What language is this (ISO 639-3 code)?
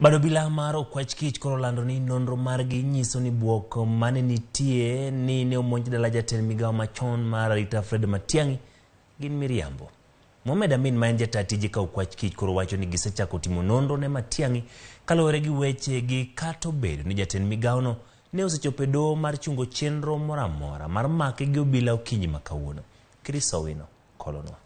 luo